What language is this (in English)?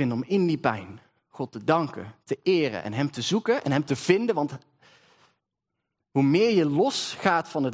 Dutch